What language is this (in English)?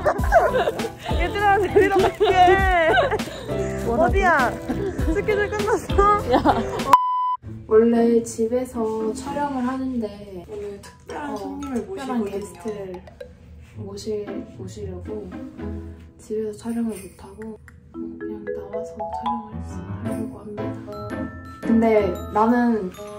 Korean